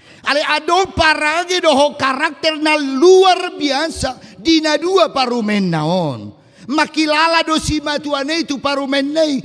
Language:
Batak Toba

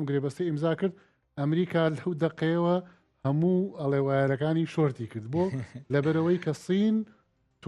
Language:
Central Kurdish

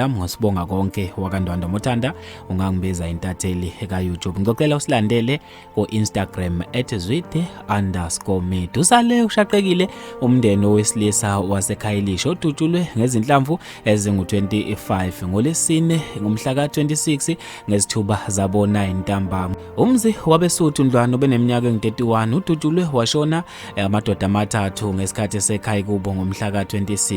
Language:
Zulu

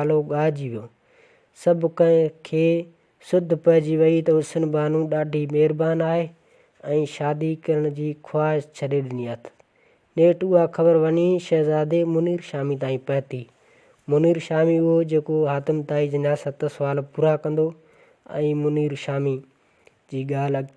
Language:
Sindhi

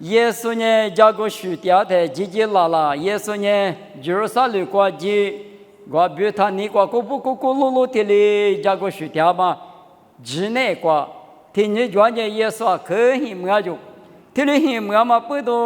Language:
Lisu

